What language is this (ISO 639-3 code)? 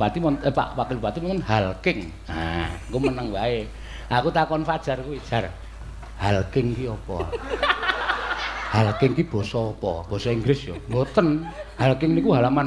jav